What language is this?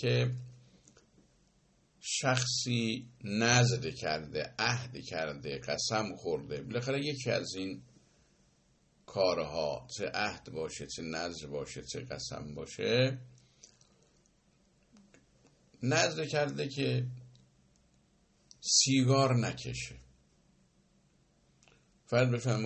Persian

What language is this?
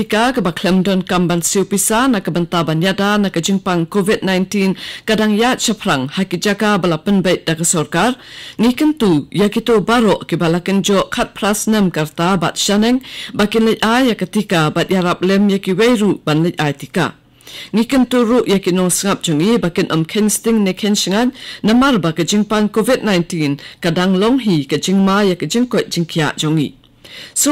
Khasi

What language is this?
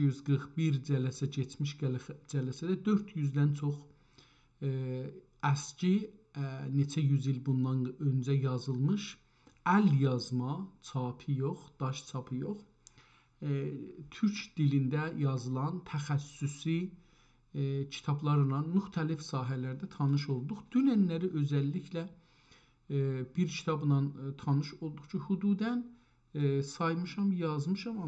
South Azerbaijani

